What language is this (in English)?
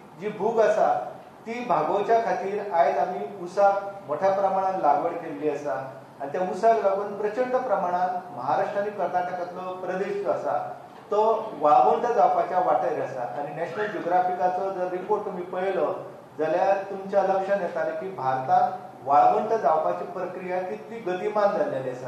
Konkani